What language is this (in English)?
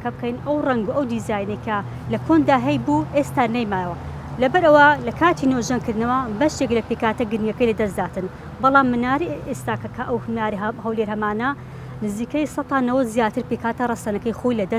Central Kurdish